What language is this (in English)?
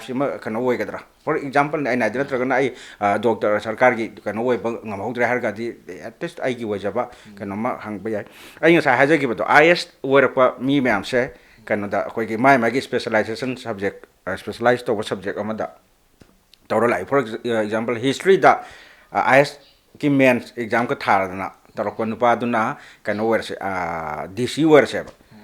Manipuri